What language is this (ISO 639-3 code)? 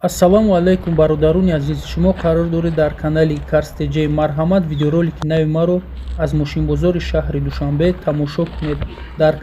tgk